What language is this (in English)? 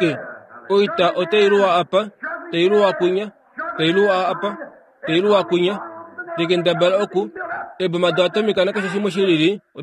Kuanyama